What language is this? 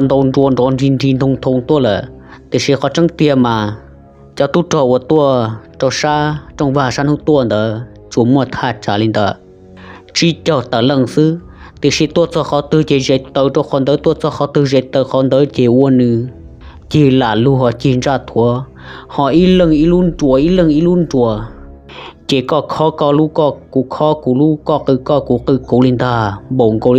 Hmong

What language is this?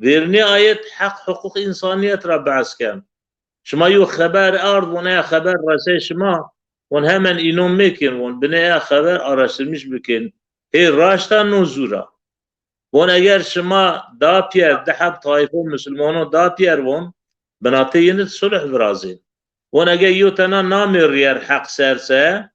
Zaza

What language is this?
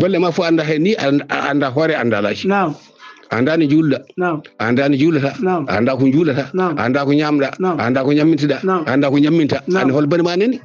Fula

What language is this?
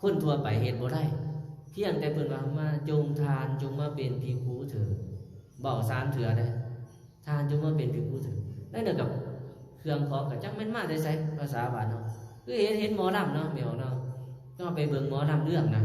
Lao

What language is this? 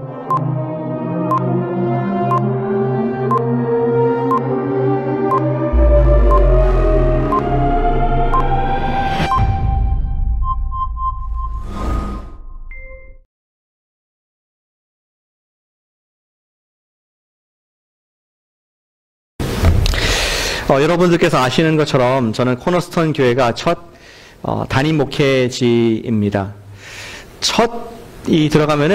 Korean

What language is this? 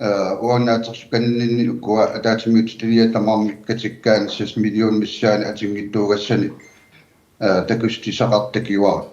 Kalaallisut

